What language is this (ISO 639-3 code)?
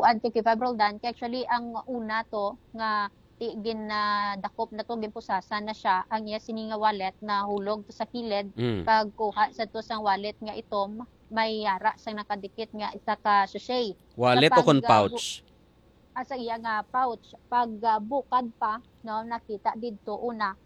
hil